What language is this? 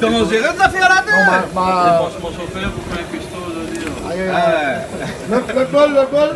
Réunion Creole French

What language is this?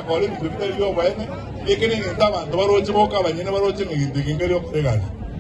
Gusii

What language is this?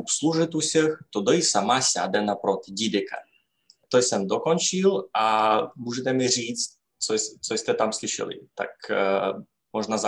Rusyn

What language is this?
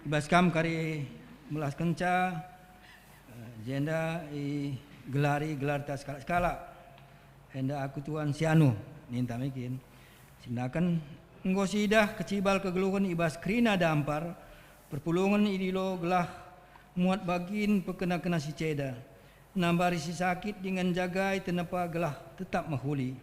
Batak Karo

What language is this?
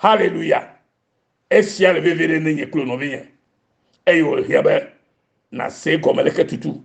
Ewe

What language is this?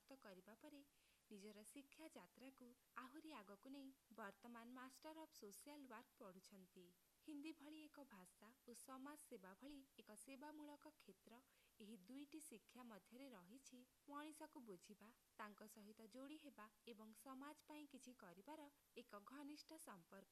Odia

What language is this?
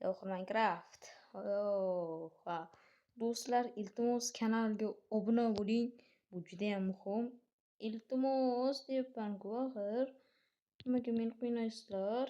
Uzbek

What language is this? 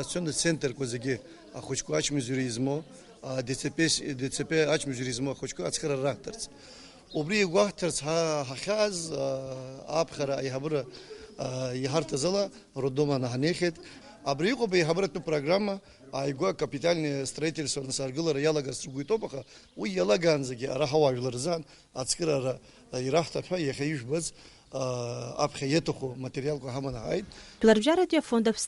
Abkhazian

